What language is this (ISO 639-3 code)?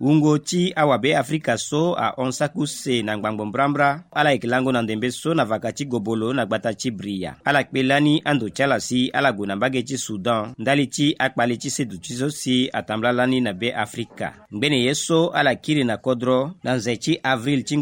sag